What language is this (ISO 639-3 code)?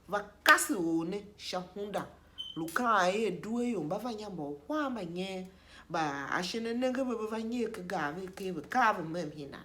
tiv